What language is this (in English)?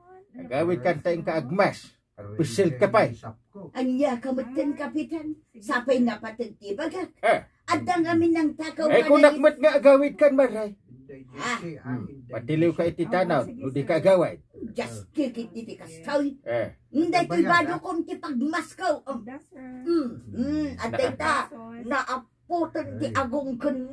Iloko